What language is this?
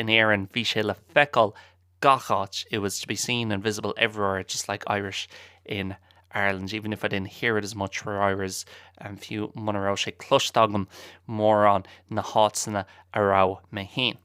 Irish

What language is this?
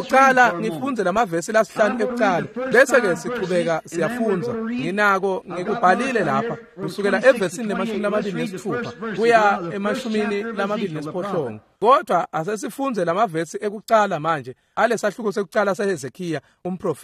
Swati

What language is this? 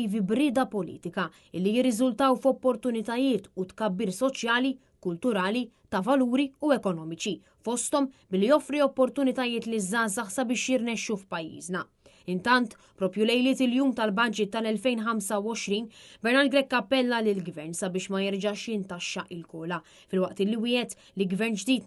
Maltese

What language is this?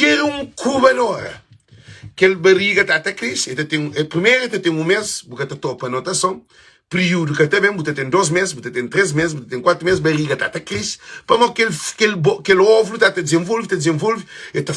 Kabuverdianu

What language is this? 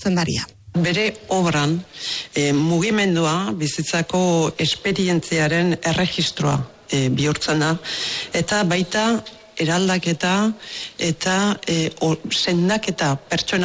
Basque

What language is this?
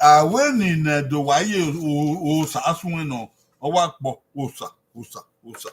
Bini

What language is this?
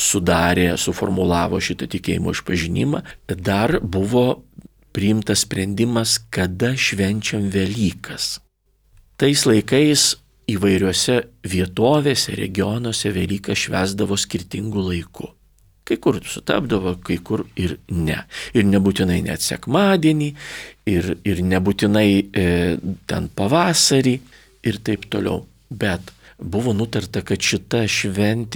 Lithuanian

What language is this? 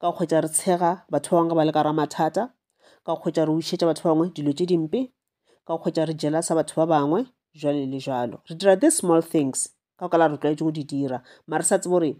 Northern Sotho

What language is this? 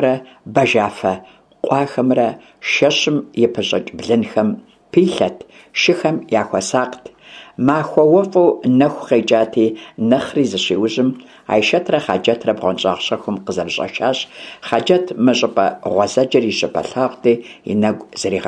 Kabardian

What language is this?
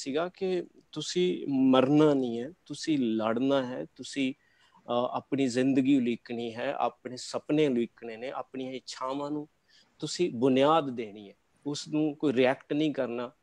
Punjabi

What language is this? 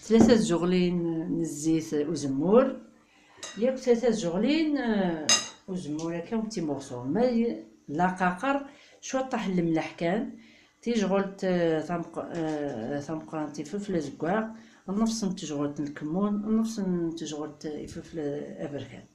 Kabyle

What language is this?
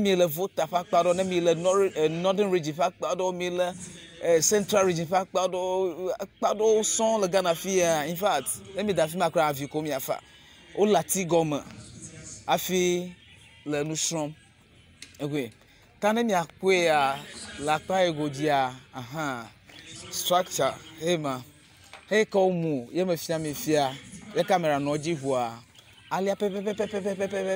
Ewe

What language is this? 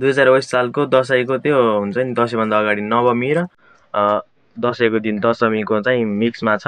Nepali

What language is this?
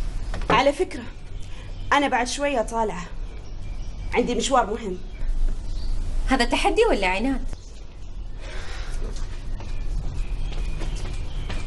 Arabic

